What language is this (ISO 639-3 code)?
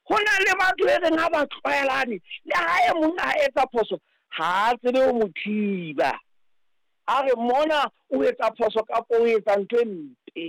sot